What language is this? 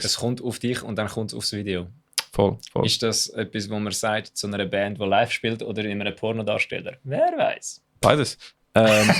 Swiss German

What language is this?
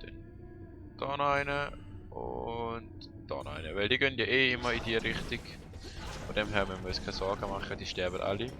Swiss German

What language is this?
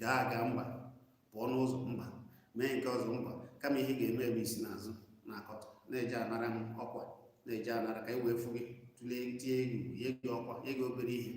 Igbo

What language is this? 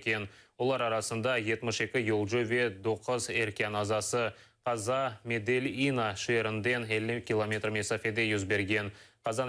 Crimean Tatar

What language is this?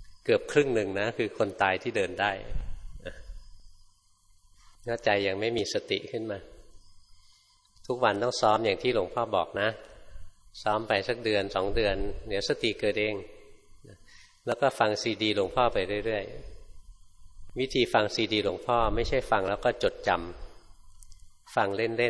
Thai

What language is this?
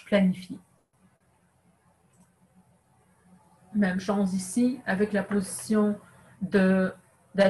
French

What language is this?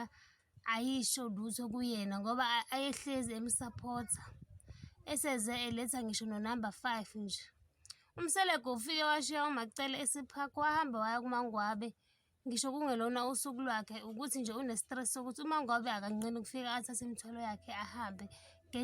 Zulu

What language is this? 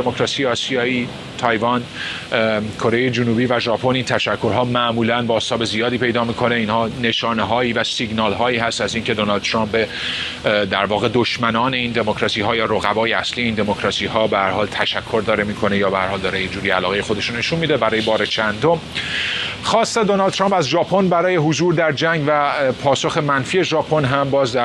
Persian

